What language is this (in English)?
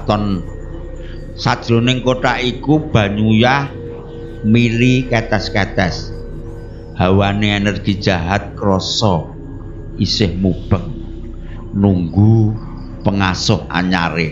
Javanese